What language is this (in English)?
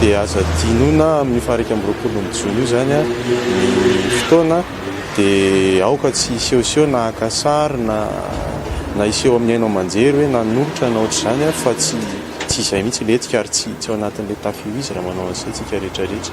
Malagasy